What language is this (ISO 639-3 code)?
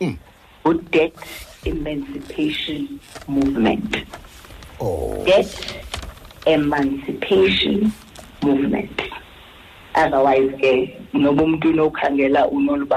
xho